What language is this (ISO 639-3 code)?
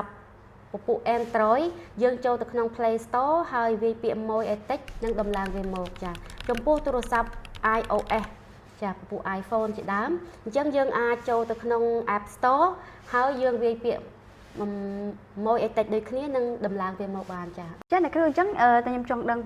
khm